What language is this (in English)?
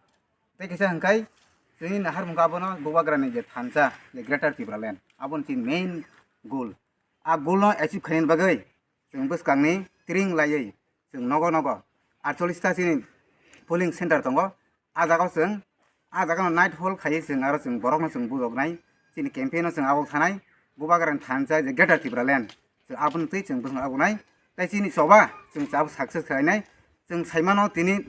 Kok Borok